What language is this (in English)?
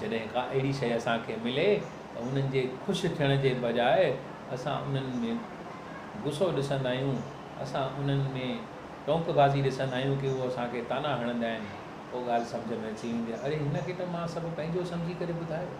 Sindhi